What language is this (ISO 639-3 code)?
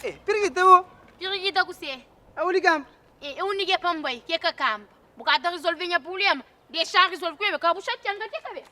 kea